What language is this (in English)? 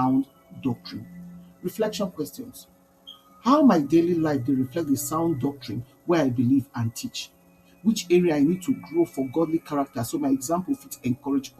Nigerian Pidgin